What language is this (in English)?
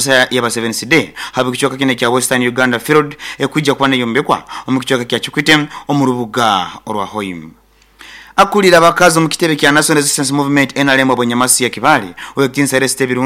Nyoro